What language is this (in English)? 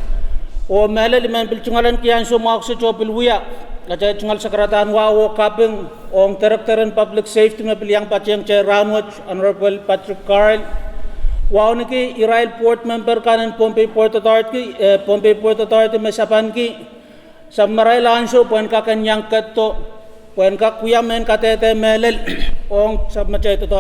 Pohnpeian